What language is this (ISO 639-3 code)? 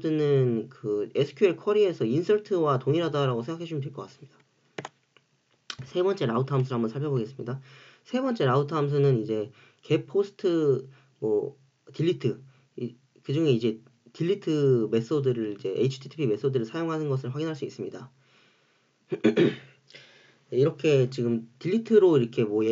kor